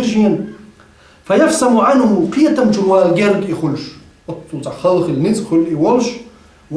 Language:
Chechen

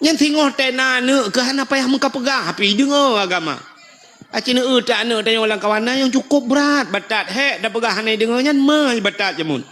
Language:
Achinese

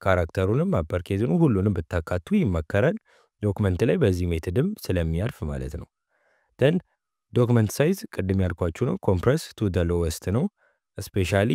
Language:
Amharic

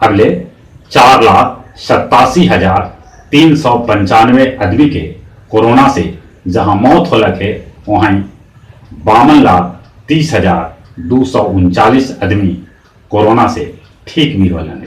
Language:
Magahi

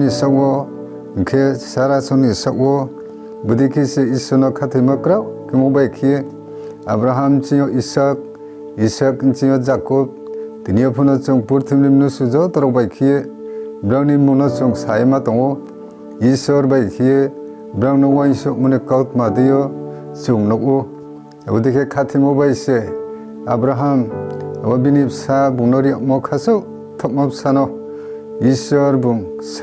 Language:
Riang (India)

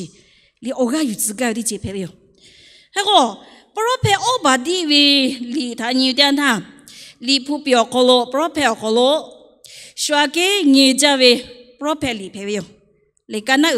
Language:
Lahu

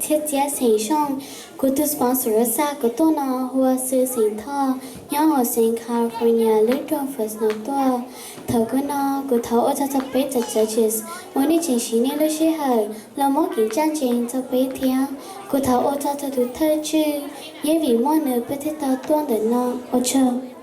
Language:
Hmong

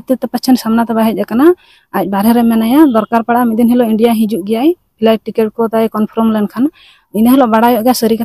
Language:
Santali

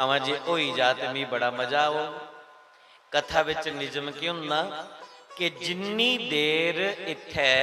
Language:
Dogri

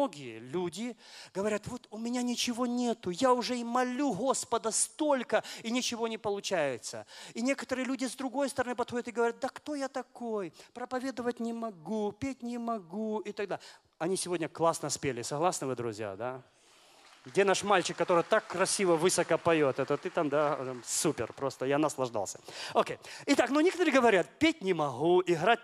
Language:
Russian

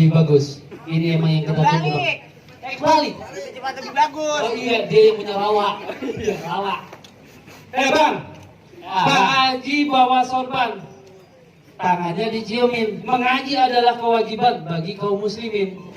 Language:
Betawi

